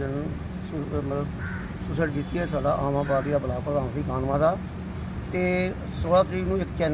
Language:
Punjabi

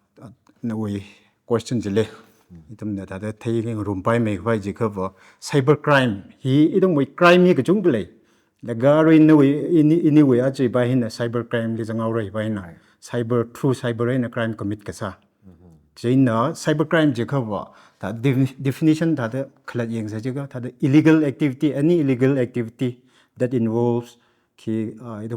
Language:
Tangkhul Naga (India)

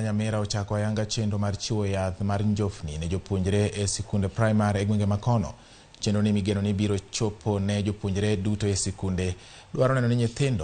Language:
Luo (Kenya and Tanzania)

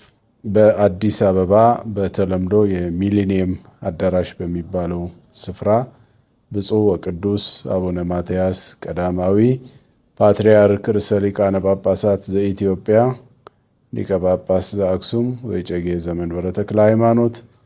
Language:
Amharic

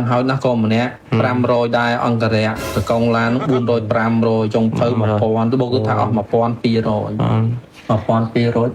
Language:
Khmer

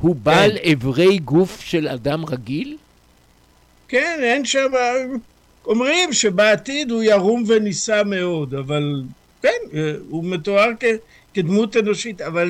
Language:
Hebrew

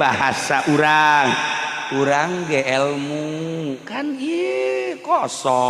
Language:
Sundanese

